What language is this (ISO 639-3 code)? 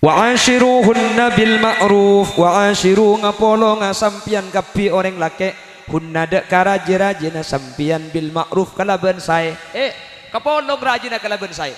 mad